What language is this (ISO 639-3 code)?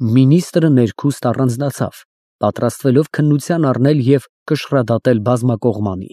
hye